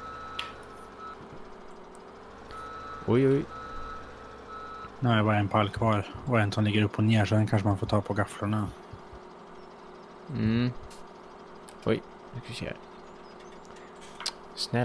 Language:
Swedish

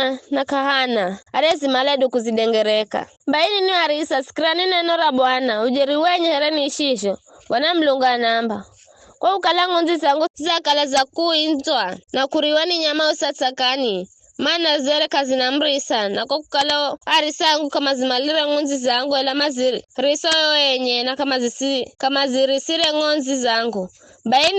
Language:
Giryama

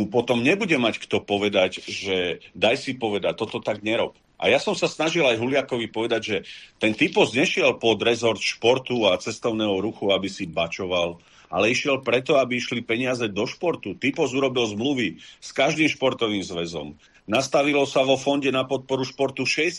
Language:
Slovak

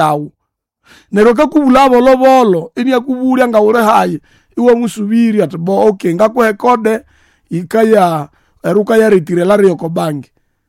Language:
Nande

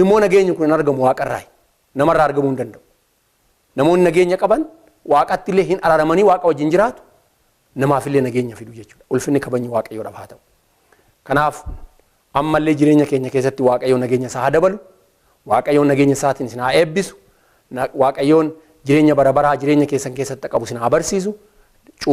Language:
Oromo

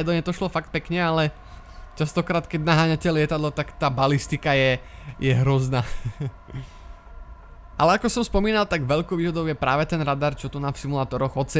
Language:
Slovak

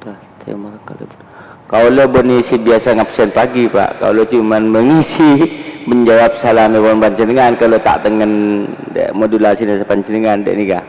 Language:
Madurese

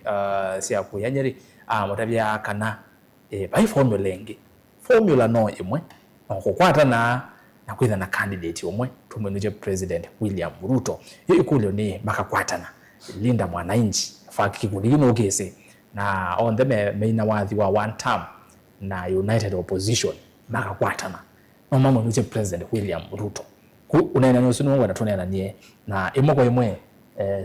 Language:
Kamba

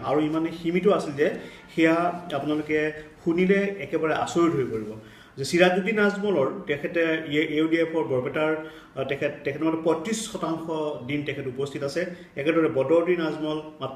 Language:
Assamese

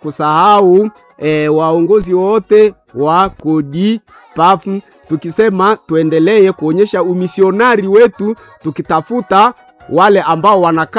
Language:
Swahili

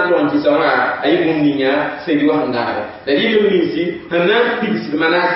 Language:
Mossi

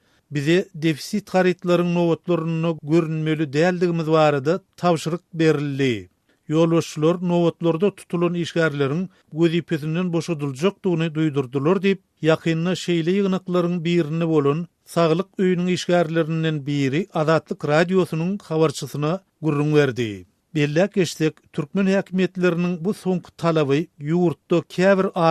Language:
Turkmen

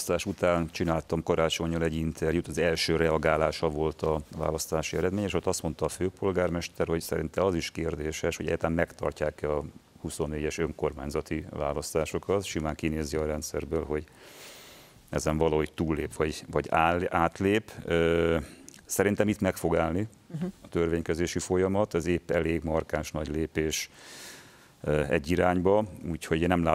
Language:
Hungarian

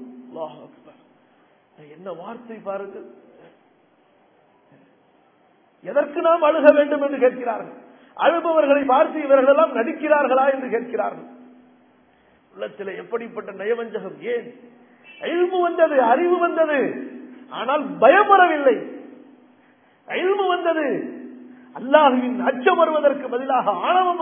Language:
Tamil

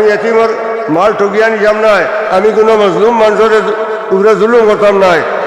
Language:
Sylheti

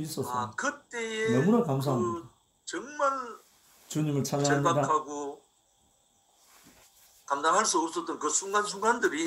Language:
Korean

